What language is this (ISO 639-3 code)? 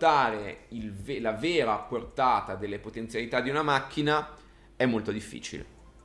ita